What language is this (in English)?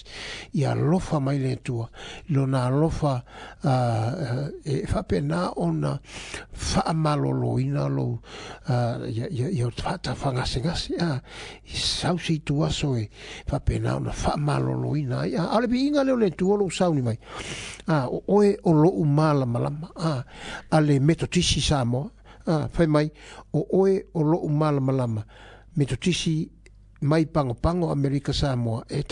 Samoan